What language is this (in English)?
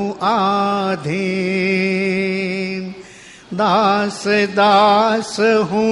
Gujarati